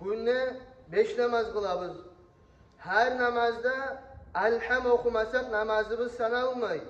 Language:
Kumyk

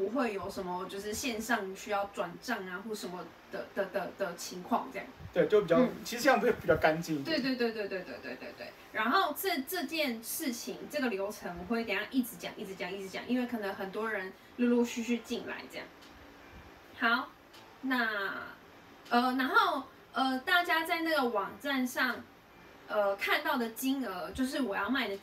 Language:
Chinese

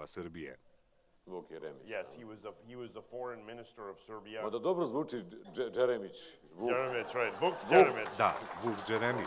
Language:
Bosnian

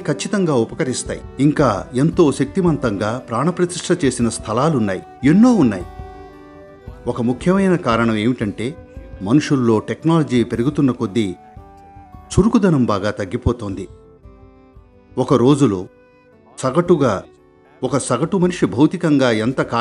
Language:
Telugu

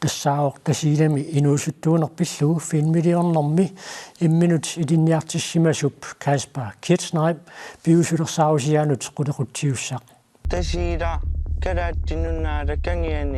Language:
Kalaallisut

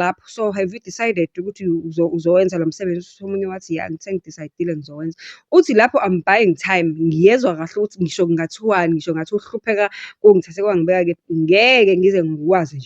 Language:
Zulu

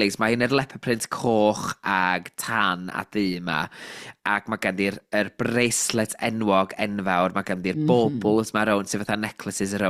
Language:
Welsh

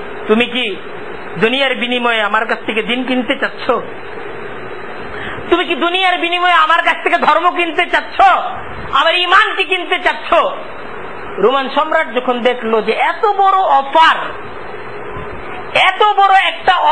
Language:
Bangla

